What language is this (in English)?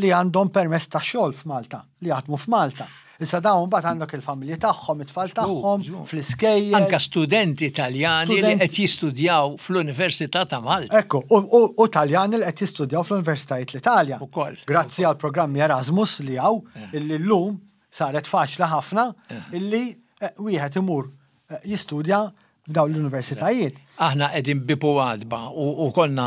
Maltese